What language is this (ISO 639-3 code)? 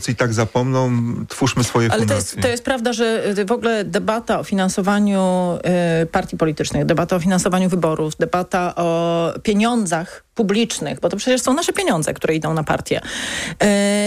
pol